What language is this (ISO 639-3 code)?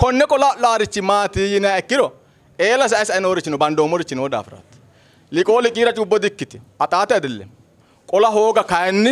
sid